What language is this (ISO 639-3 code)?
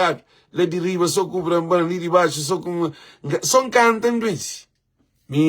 kea